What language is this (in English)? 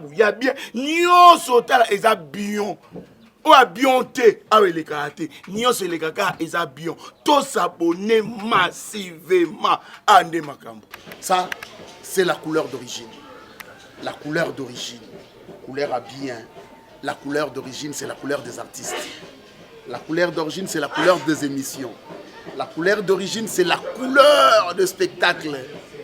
Lingala